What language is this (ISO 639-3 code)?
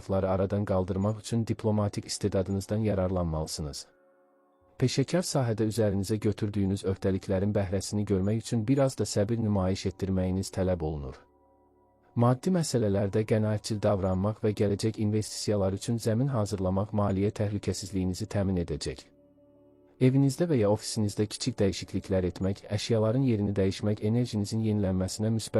aze